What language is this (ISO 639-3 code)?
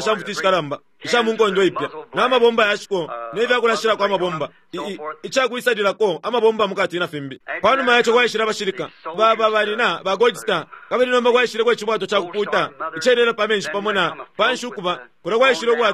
bem